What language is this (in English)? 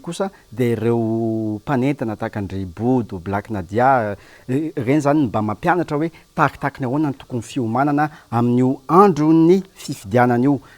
Malagasy